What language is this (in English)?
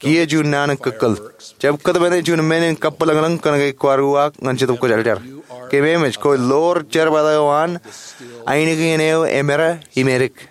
Marshallese